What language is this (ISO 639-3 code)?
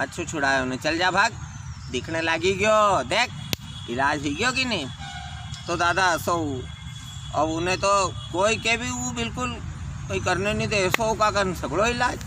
raj